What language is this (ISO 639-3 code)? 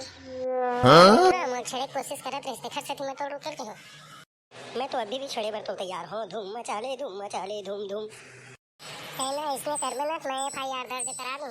hne